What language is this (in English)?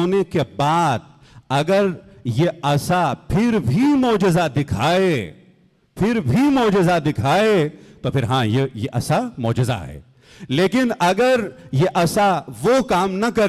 Hindi